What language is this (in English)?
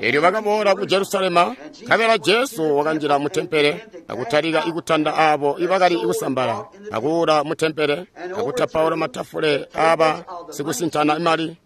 Tonga (Zambia)